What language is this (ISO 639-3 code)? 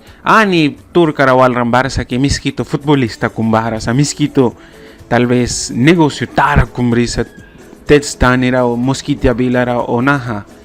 miq